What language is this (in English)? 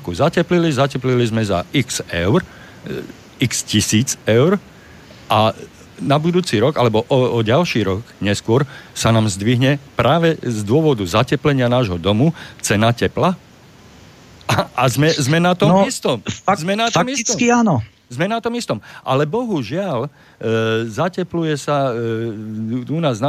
Slovak